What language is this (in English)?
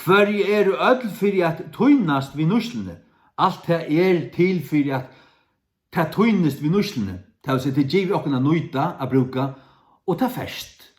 Faroese